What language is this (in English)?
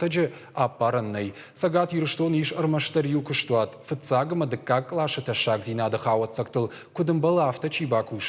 Ossetic